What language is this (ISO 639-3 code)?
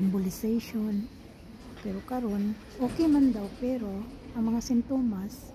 ceb